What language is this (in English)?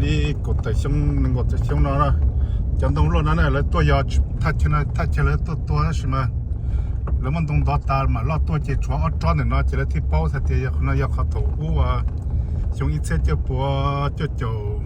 Hmong